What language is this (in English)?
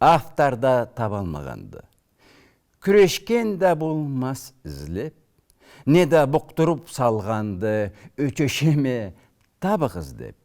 Karachay-Balkar